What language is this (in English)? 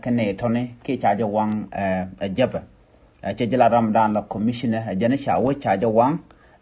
Nuer